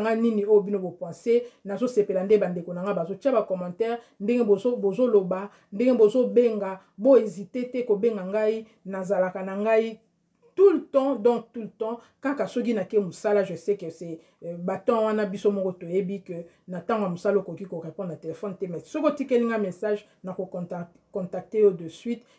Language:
Lingala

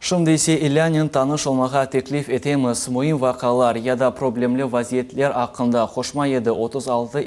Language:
Crimean Tatar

